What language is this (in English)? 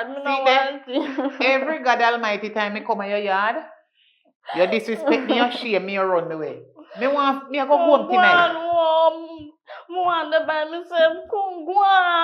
Jamaican Creole English